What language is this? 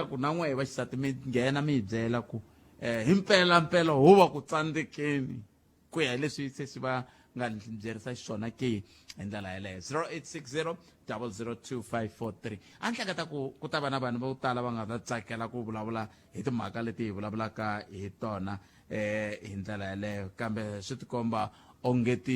Tsonga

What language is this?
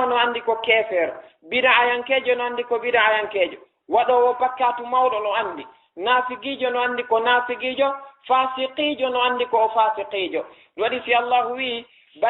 Fula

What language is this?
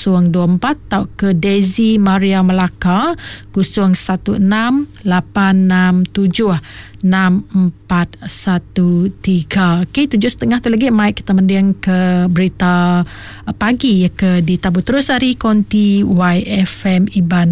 Malay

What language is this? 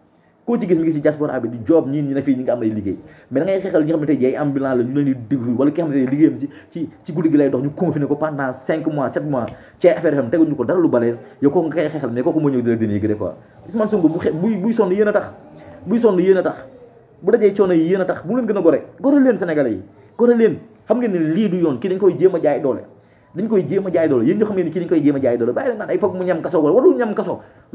Wolof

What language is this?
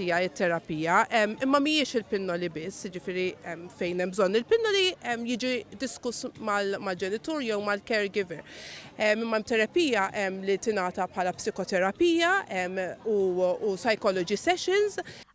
Maltese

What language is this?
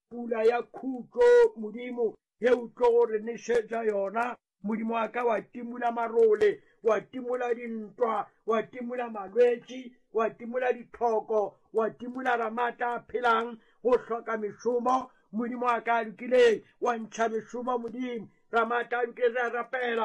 Northern Sotho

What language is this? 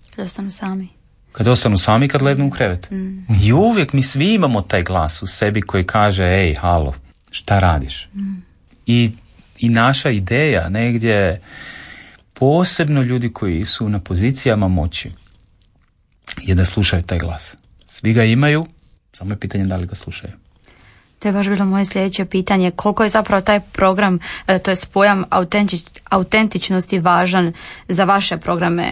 Croatian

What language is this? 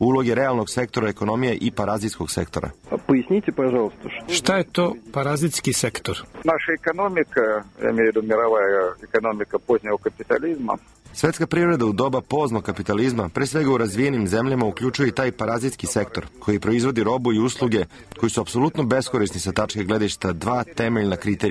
Serbian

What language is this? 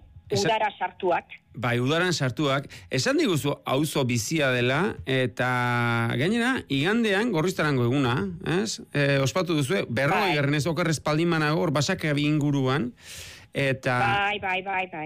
Basque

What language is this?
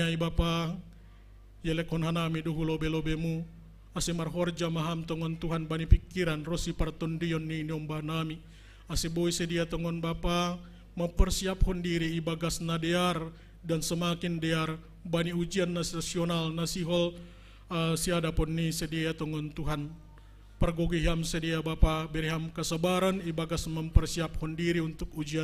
Batak Simalungun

